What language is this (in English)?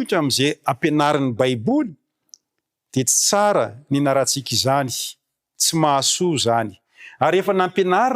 Malagasy